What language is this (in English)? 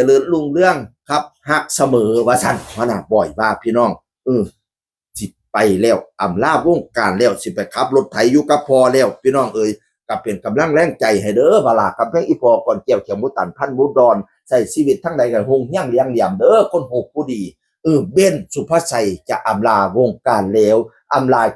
Northeastern Thai